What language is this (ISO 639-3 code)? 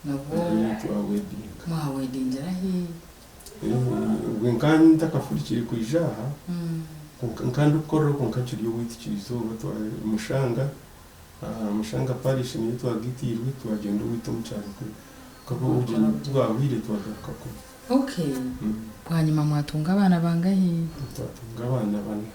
nyn